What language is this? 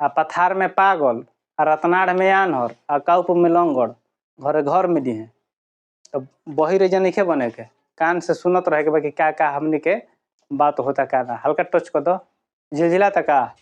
Bhojpuri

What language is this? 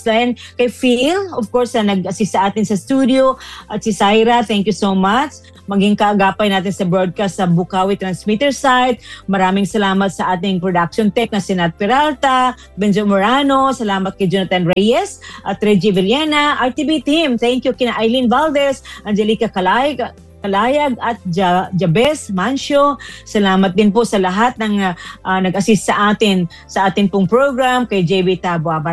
Filipino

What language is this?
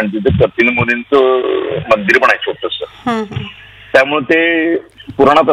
Marathi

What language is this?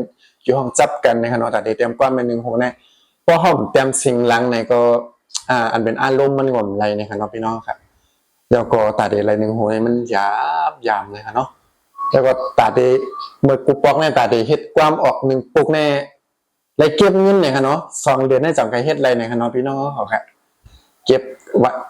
Shan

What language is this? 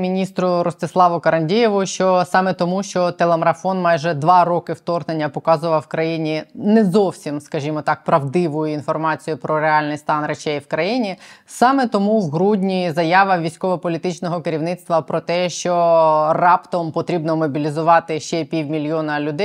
Ukrainian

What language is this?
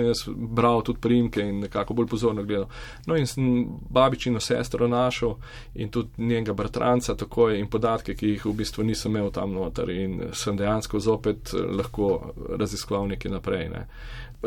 Slovenian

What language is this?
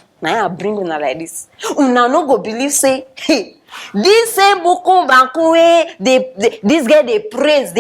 Nigerian Pidgin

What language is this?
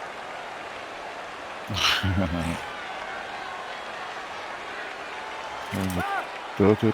Swiss German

